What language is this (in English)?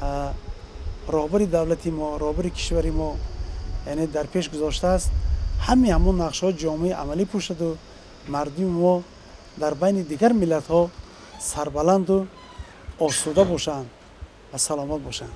Tajik